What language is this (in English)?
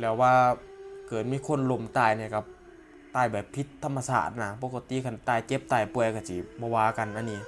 Northeastern Thai